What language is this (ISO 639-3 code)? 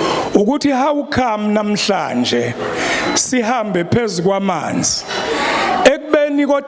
zul